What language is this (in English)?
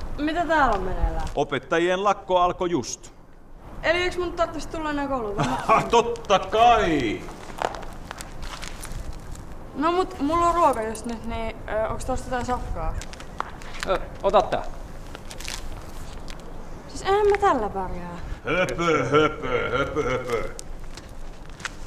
Finnish